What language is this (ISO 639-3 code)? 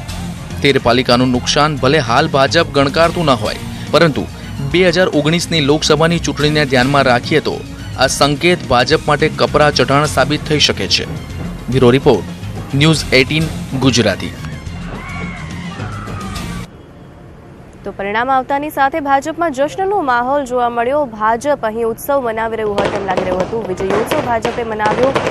guj